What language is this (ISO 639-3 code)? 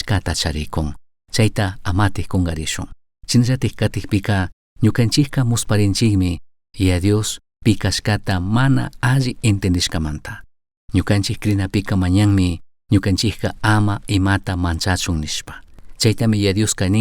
qug